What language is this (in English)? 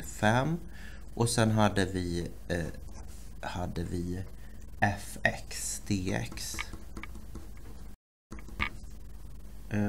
Swedish